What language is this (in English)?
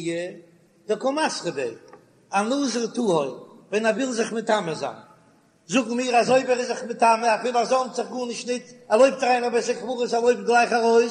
Yiddish